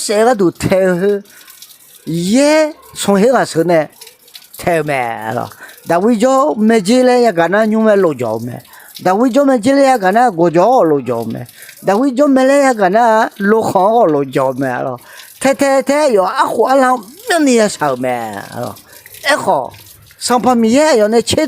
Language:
Akha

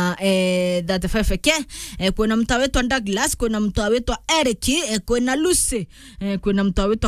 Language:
Meru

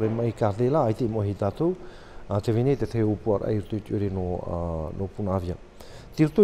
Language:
Tahitian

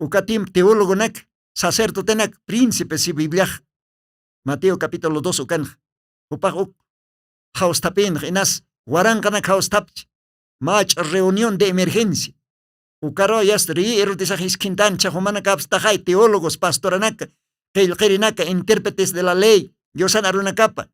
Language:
Aymara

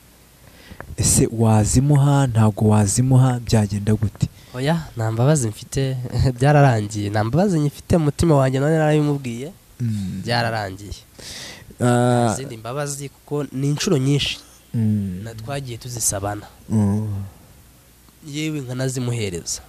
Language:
Kinyarwanda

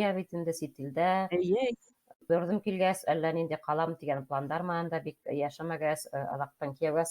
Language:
Bashkir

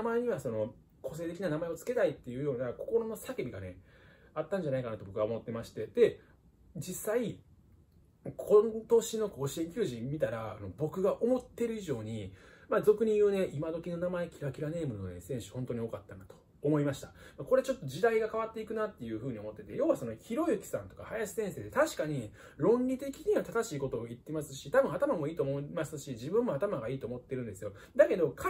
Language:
Japanese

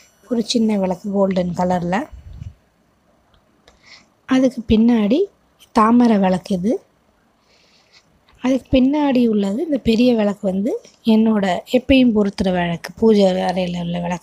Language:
Tamil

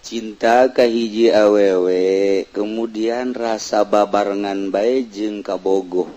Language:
Sundanese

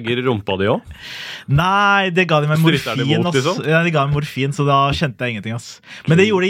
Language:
Norwegian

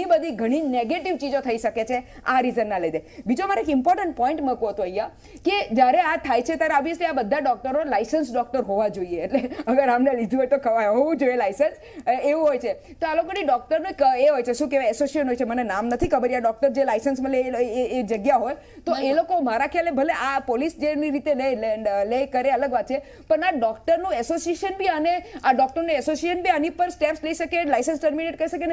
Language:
Gujarati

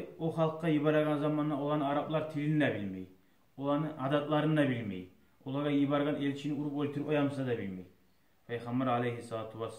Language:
Kumyk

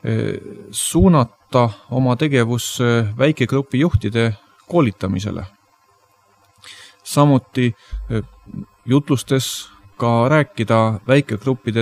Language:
Estonian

